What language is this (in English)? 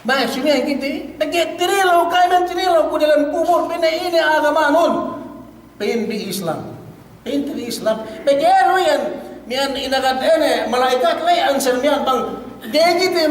Yakan